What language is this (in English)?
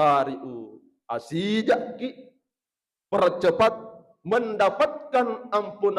Buginese